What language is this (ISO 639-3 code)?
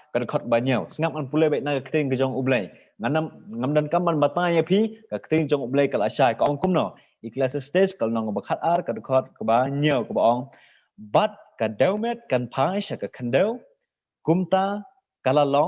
kha